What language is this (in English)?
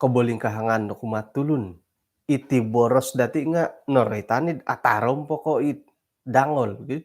Central Dusun